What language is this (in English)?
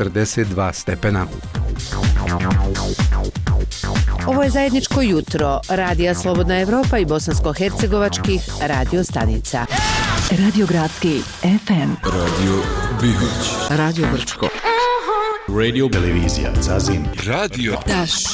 Bosnian